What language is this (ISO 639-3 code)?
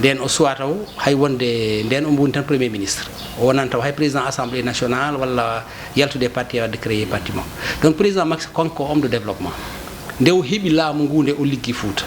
ful